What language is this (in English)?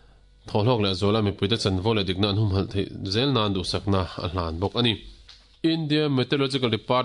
Mizo